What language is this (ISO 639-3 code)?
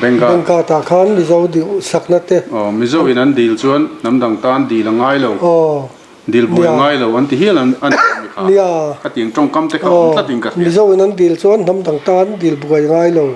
lus